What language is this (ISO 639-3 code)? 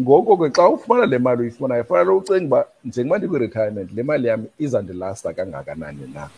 xho